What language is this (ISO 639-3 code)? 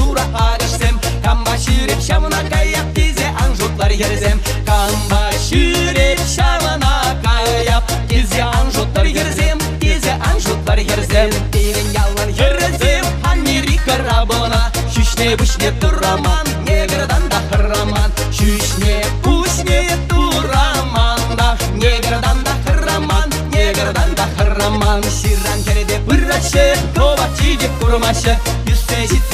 chv